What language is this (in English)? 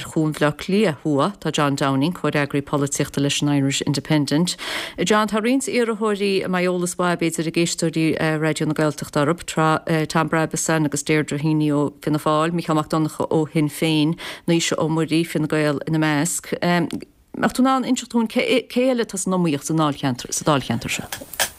Irish